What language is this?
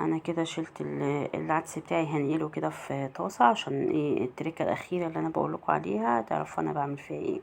Egyptian Arabic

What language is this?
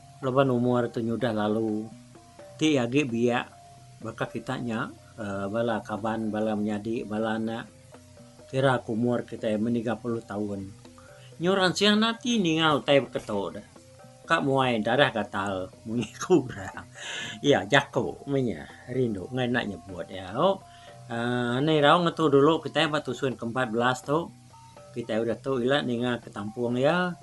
Iban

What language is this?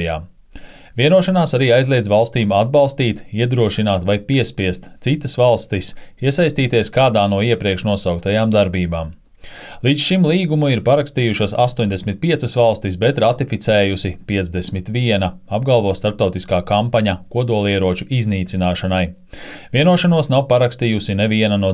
Latvian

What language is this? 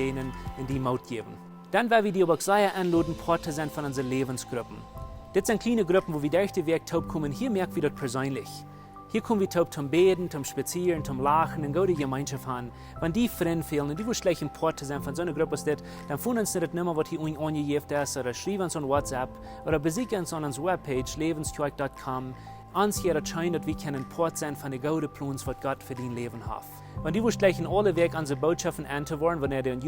Plautdietsch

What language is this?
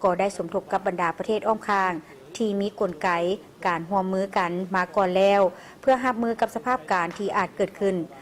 Lao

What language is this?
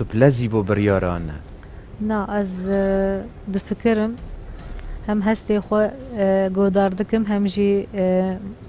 Kurdish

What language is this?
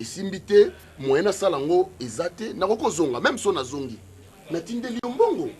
Lingala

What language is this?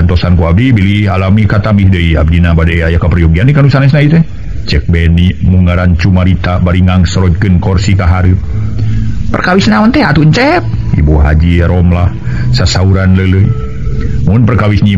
Sundanese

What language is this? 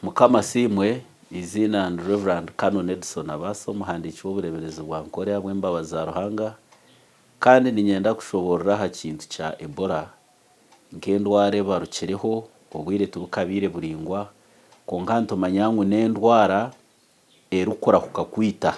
Nyankole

